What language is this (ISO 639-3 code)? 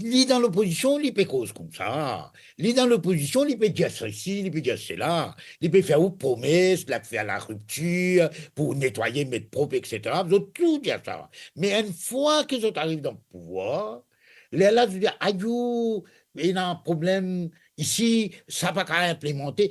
mfe